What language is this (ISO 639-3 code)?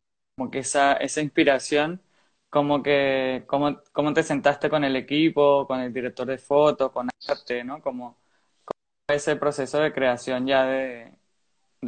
spa